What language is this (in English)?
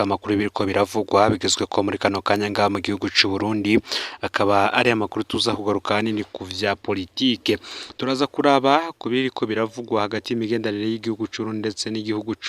Rundi